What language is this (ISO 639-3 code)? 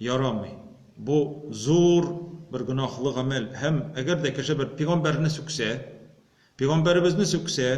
tat